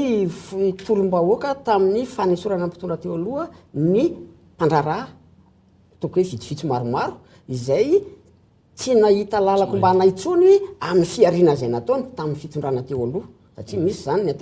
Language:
Malagasy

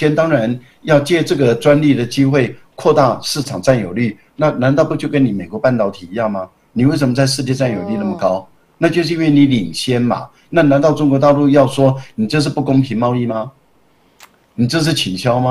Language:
Chinese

